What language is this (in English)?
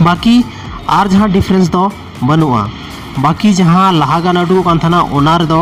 Santali